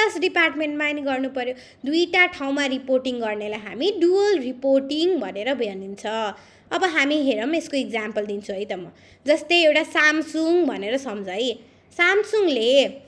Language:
Nepali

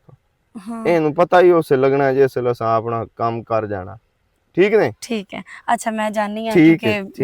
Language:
Western Panjabi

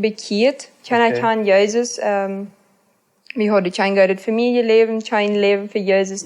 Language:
Plautdietsch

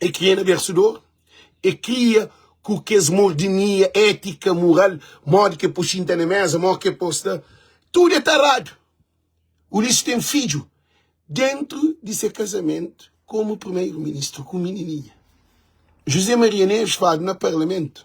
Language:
Kabuverdianu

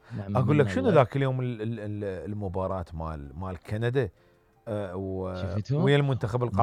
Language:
Mesopotamian Arabic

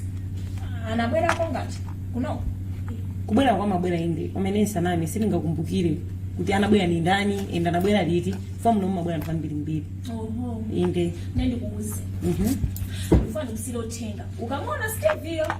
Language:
Nyanja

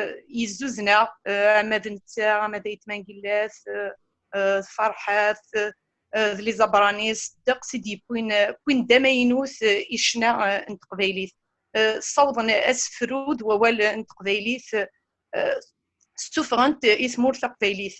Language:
Kabyle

